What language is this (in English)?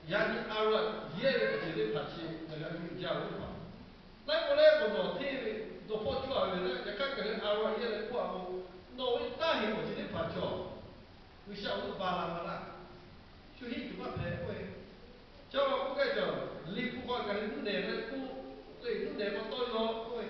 Lahu